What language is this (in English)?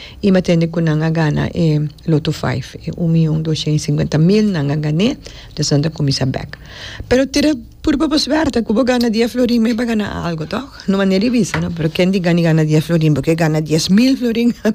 Papiamento